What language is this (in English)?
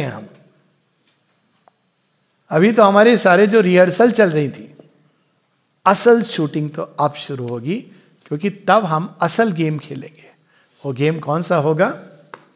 Hindi